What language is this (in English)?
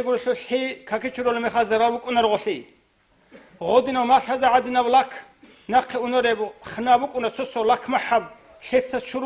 Avaric